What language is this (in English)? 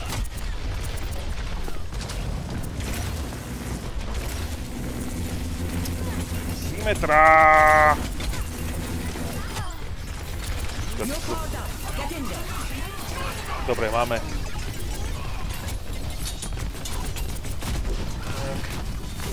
Slovak